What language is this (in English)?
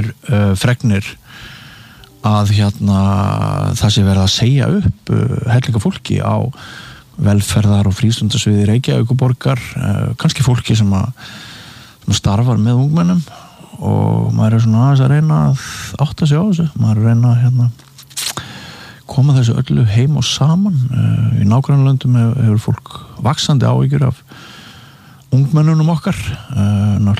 Icelandic